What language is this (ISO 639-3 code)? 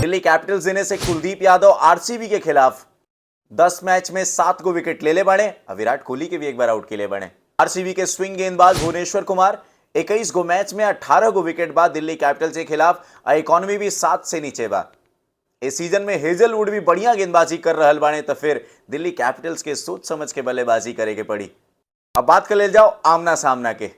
bho